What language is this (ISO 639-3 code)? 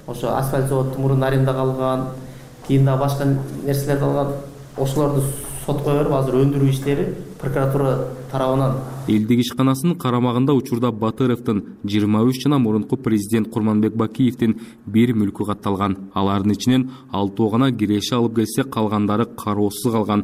kir